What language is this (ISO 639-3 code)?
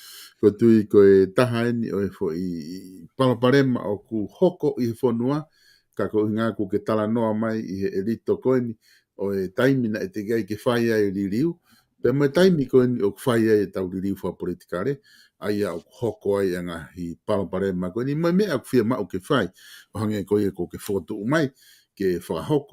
ton